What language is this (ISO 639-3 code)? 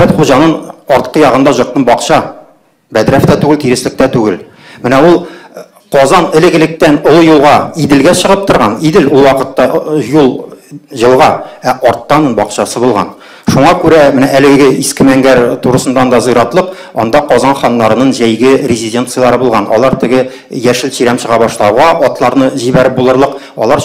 tat